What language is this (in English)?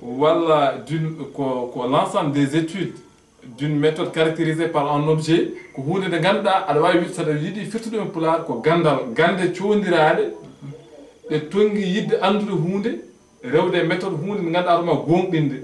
Fula